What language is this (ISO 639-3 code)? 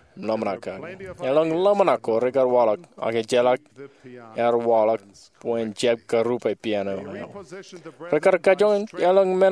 mah